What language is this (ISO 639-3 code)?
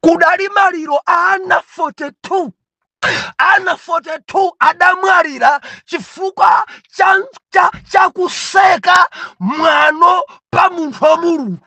nya